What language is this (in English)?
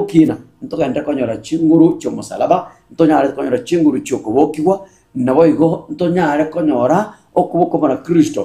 Gusii